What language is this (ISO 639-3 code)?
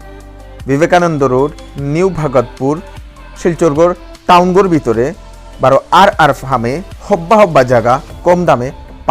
bpy